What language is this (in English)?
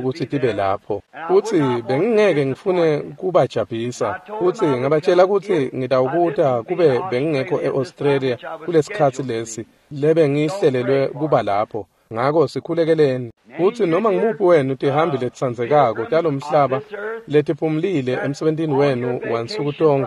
Swati